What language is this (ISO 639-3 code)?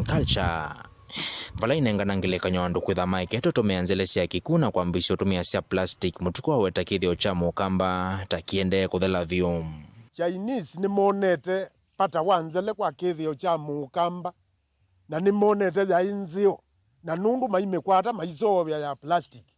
kam